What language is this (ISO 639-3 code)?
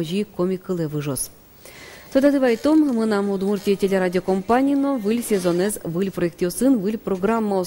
udm